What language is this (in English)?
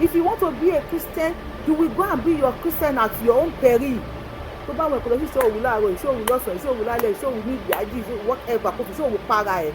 Yoruba